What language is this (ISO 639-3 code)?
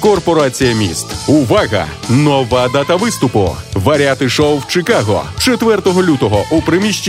ukr